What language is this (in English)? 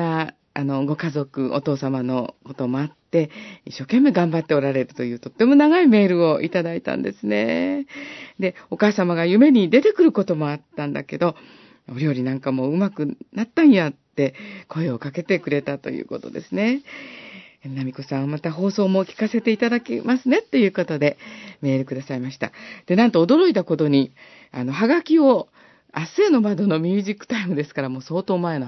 Japanese